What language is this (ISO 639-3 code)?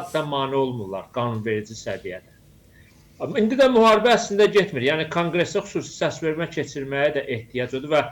aze